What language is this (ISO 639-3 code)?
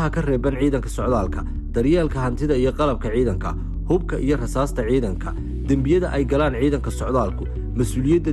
som